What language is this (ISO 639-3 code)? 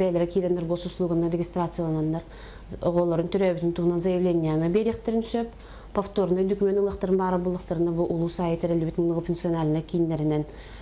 sah